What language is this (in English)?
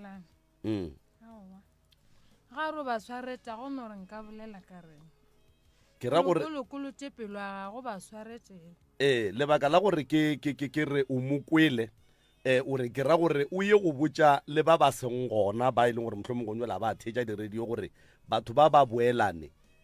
Northern Sotho